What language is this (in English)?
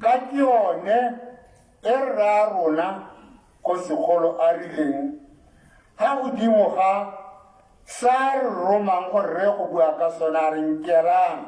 Tswana